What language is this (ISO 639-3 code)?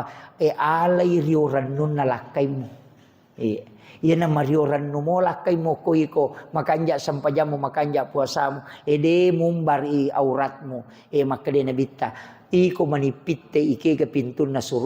bug